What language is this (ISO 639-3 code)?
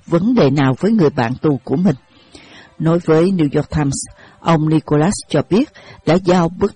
vie